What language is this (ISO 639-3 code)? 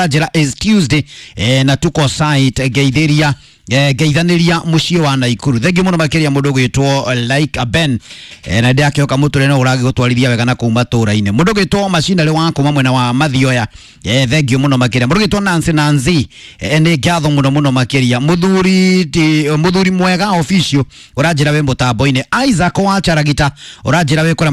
kik